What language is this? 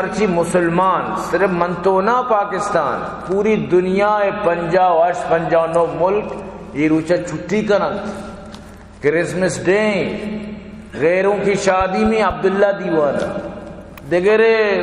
Baluchi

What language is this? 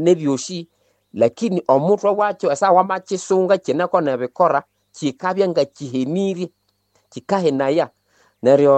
Nande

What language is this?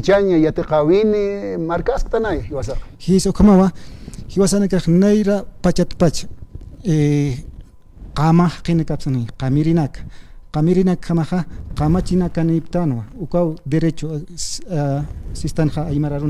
Aymara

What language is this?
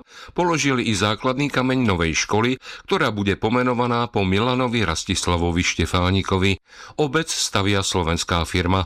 Slovak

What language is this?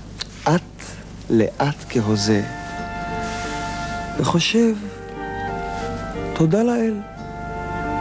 Hebrew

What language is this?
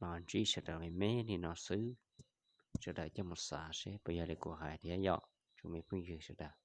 Hmong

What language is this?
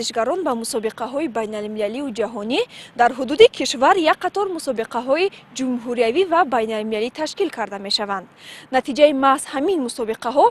Tajik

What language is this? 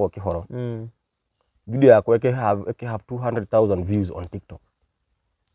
Kikuyu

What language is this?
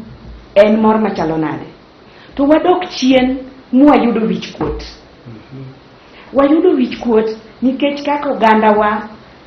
Luo (Kenya and Tanzania)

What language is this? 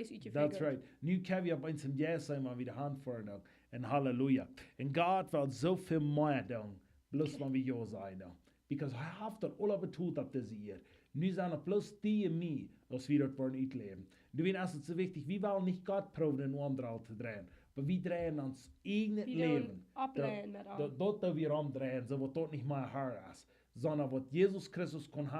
Plautdietsch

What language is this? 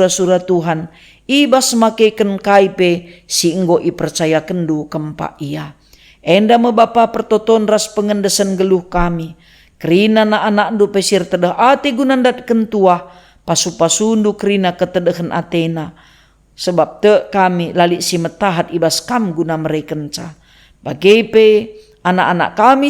Batak Karo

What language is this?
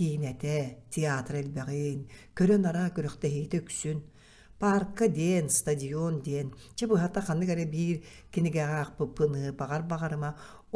Yakut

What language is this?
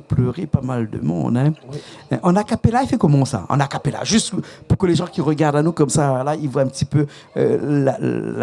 Réunion Creole French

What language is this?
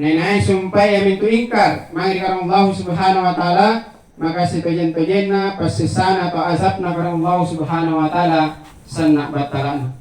Makasar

